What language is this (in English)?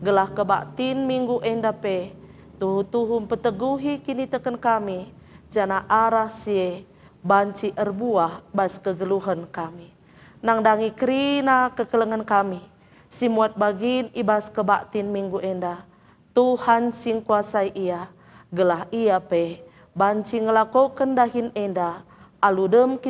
Batak Karo